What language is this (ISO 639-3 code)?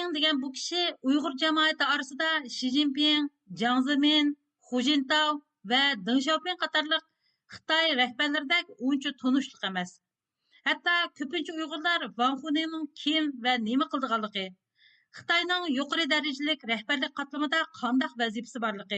uig